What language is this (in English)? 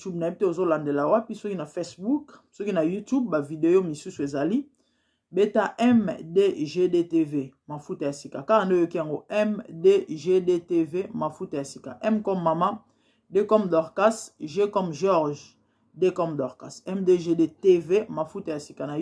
Lingala